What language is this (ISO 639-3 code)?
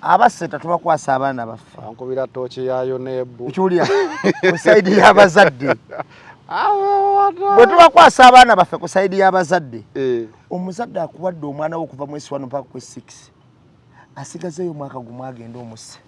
lug